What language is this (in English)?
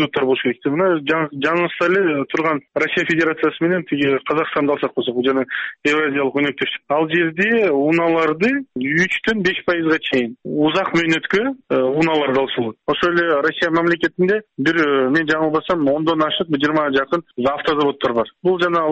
Kyrgyz